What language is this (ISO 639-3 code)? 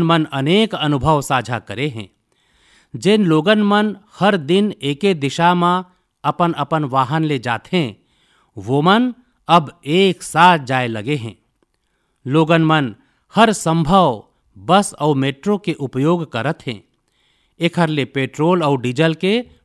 hne